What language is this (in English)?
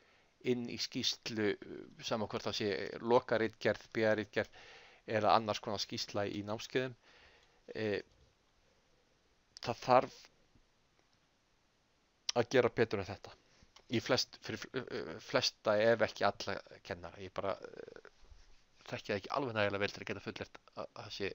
Icelandic